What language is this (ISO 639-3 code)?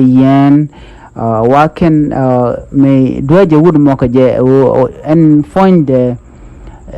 nus